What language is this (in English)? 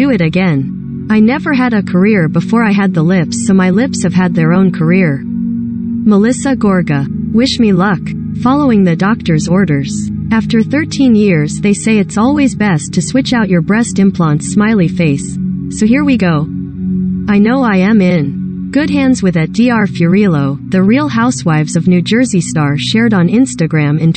English